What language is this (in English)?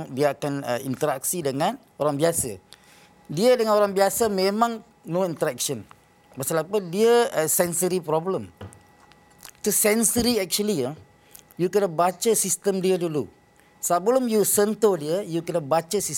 Malay